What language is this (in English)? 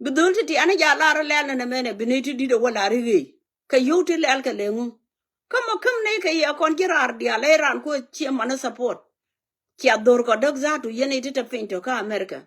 Nuer